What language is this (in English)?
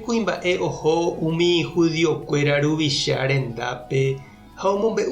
Guarani